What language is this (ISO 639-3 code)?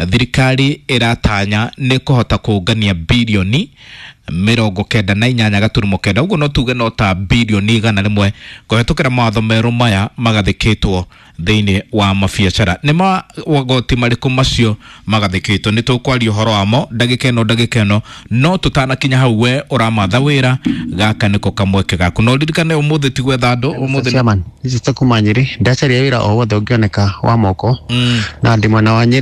kik